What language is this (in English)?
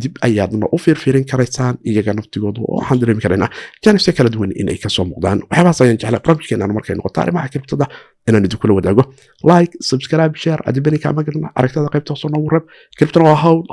Somali